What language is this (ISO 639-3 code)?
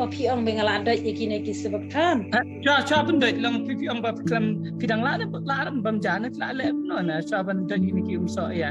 kha